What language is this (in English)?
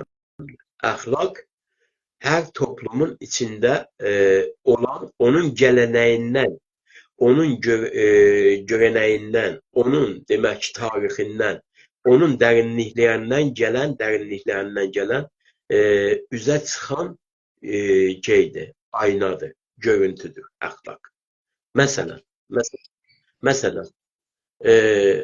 South Azerbaijani